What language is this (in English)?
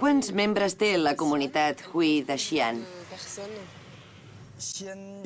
Catalan